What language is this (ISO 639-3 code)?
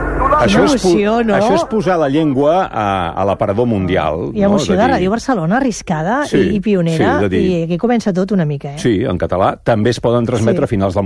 cat